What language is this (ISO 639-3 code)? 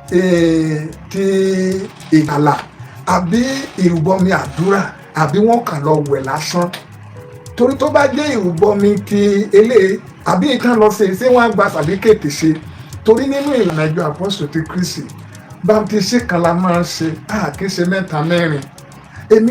yor